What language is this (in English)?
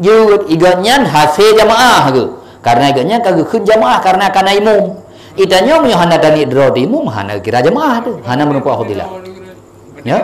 Achinese